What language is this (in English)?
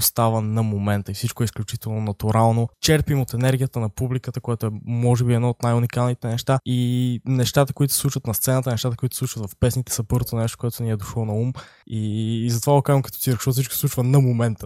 Bulgarian